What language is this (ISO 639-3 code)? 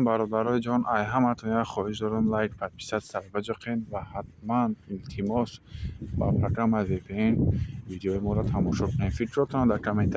tgk